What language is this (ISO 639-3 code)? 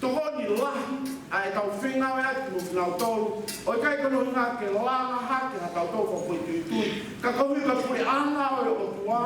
ton